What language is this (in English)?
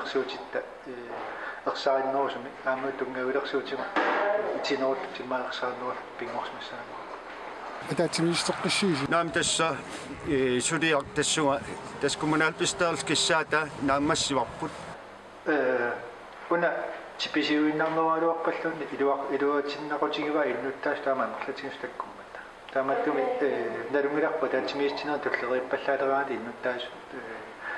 Kalaallisut